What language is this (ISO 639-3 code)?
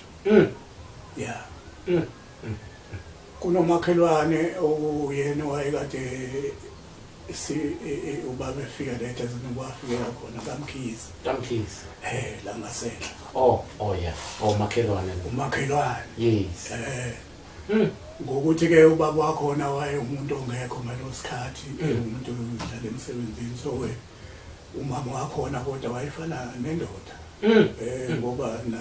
zul